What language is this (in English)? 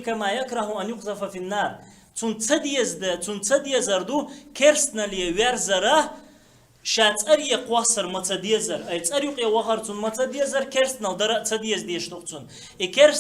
Chechen